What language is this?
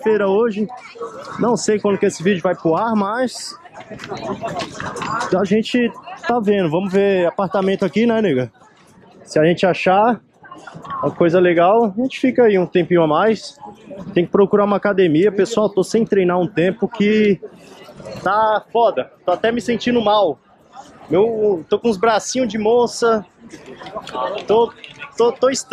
Portuguese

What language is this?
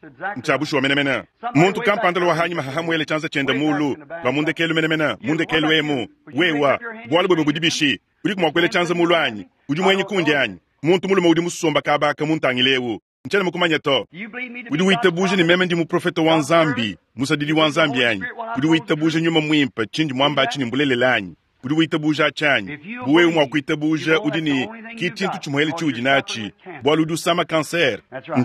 Luba-Lulua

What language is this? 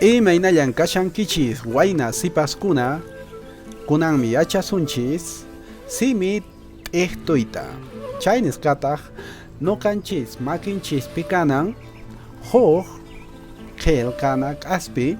Quechua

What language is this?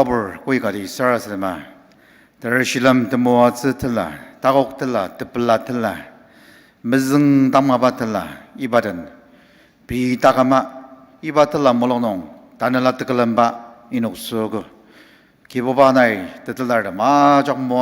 Ao Naga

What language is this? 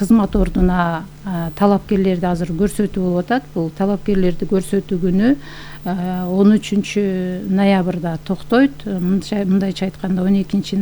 Kyrgyz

